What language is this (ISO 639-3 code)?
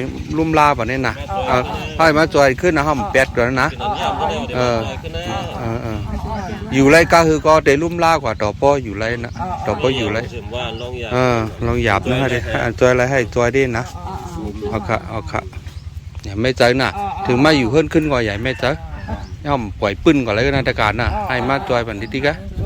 shn